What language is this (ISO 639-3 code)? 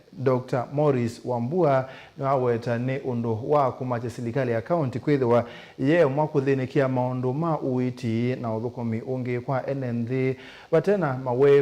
kam